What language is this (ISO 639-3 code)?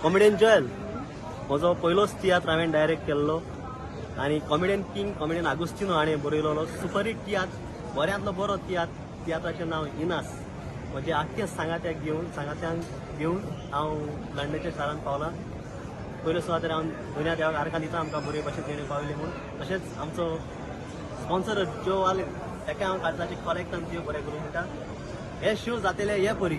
kok